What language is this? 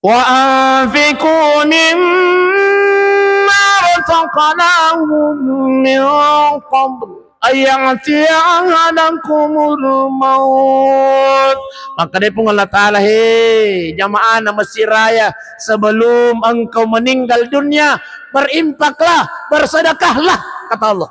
Buginese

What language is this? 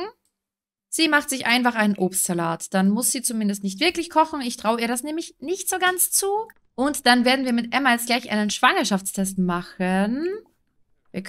German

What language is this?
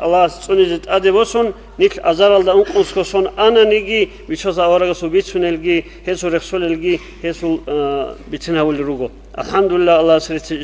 Avaric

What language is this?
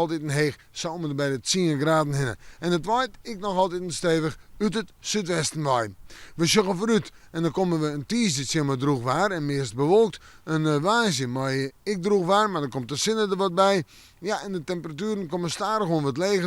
Western Frisian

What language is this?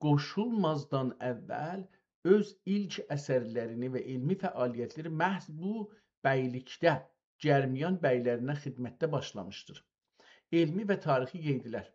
South Azerbaijani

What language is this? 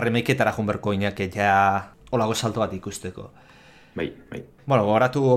Basque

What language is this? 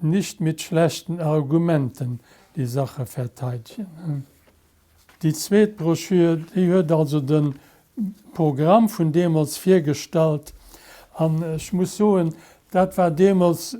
Luxembourgish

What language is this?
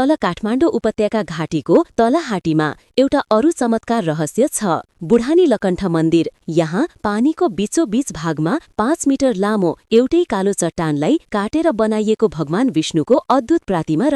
Nepali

